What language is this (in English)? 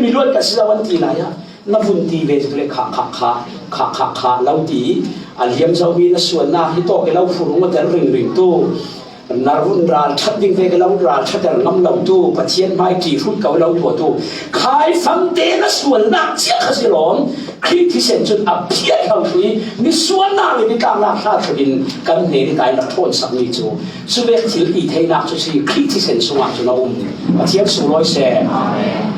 Falam Chin